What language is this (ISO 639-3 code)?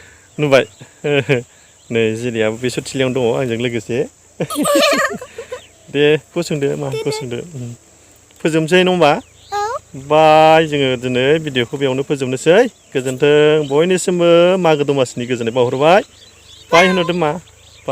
brx